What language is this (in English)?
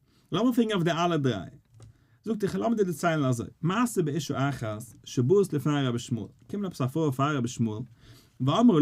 Yiddish